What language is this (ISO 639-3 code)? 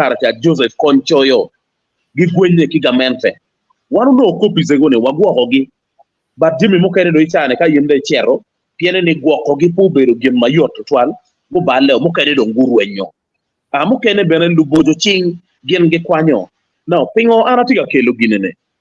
ach